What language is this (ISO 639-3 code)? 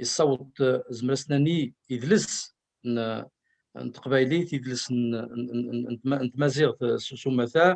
kab